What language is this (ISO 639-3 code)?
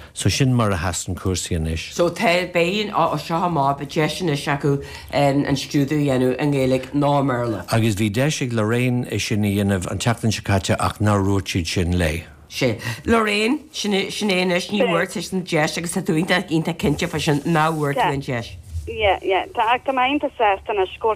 gle